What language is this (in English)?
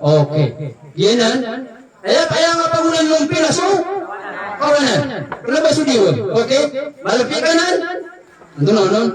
Maranao